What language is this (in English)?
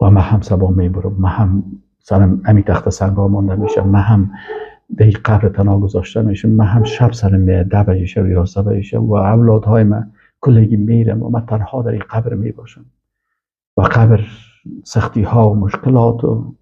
Persian